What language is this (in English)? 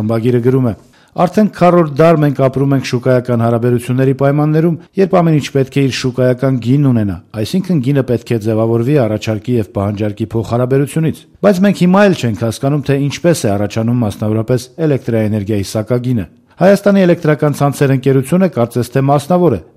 Armenian